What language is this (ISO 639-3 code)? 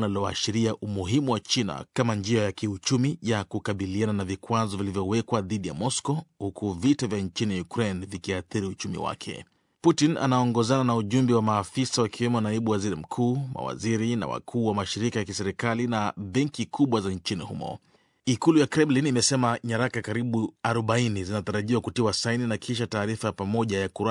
swa